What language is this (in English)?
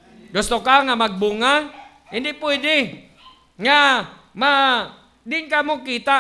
Hiligaynon